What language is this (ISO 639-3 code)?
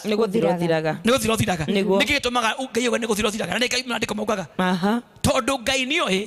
kik